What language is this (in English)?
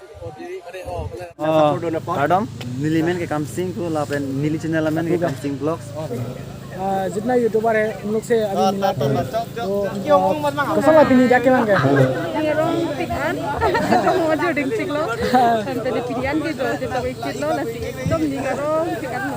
Karbi